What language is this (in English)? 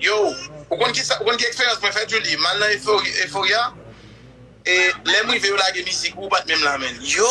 Haitian Creole